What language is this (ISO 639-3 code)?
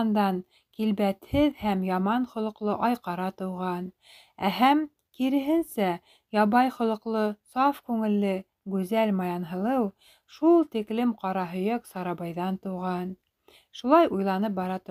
bak